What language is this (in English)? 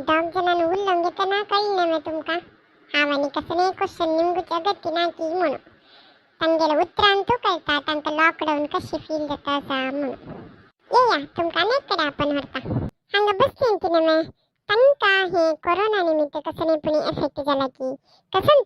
Konkani